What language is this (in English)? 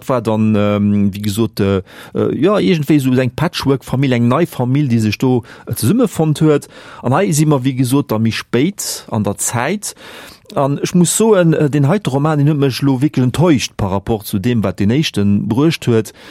Luxembourgish